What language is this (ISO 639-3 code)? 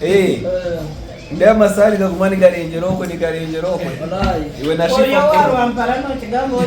nyn